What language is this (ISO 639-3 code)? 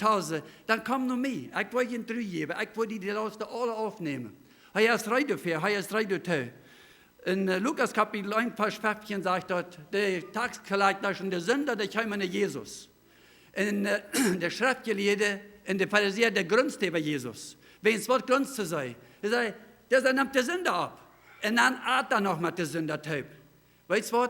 pdt